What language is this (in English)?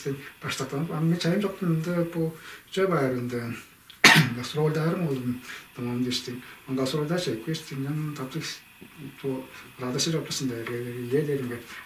Tuvinian